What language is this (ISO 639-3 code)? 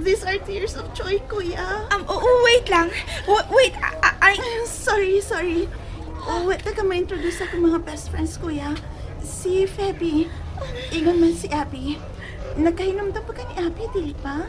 ceb